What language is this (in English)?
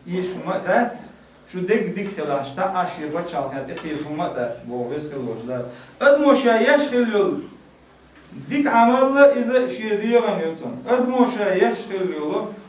Chechen